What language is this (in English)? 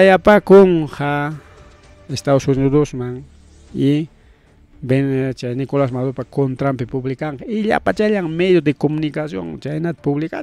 Ayacucho Quechua